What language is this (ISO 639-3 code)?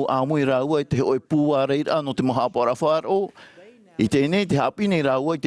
tah